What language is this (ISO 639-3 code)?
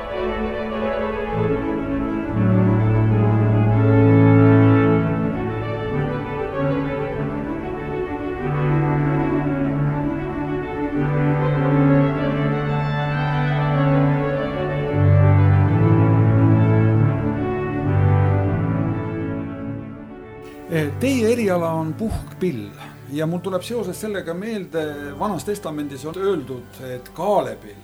est